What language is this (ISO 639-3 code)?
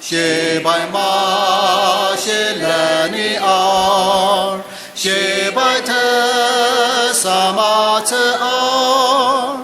njo